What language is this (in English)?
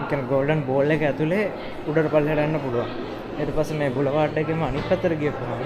Sinhala